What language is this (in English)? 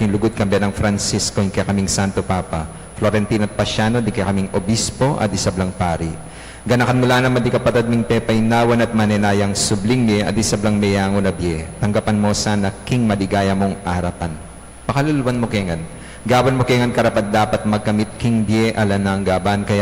Pampanga